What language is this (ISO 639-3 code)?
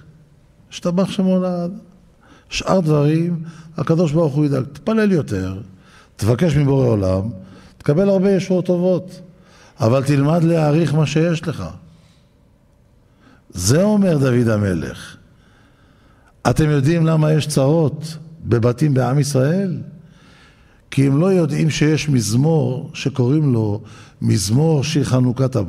heb